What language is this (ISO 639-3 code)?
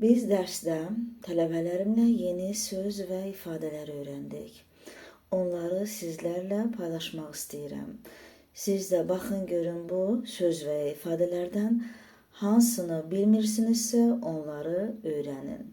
aze